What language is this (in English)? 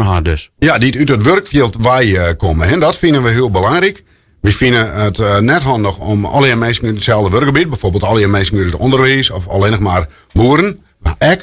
Western Frisian